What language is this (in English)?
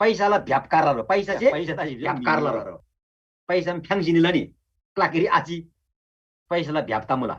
Eastern Tamang